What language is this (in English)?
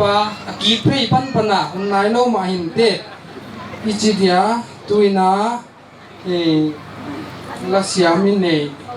Paite Chin